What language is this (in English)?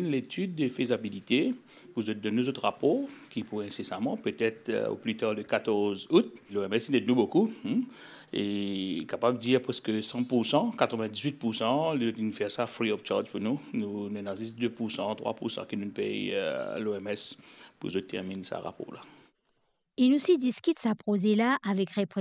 Morisyen